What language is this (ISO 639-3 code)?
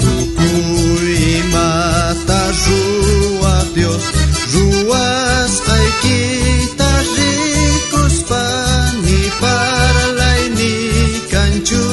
quh